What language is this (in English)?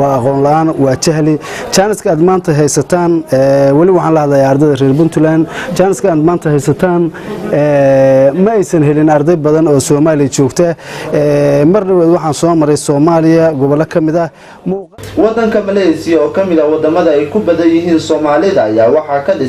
Somali